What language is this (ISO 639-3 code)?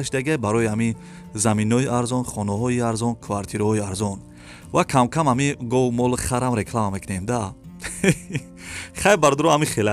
tgk